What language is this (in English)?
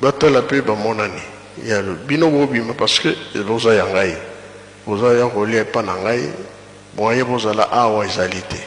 Lingala